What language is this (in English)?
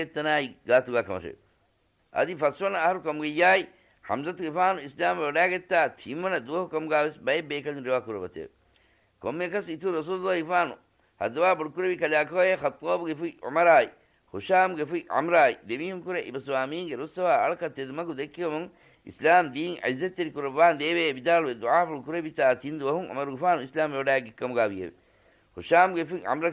Divehi